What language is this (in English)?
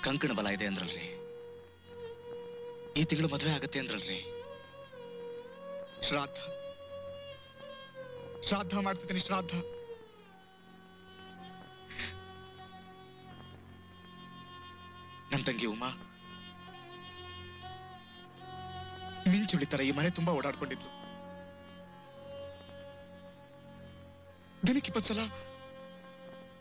Kannada